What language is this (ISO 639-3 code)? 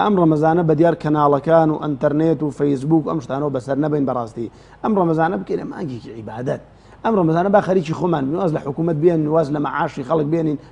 ckb